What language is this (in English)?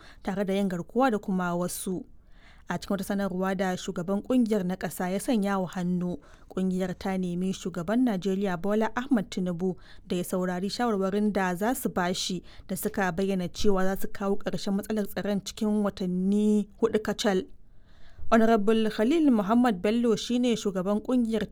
Hausa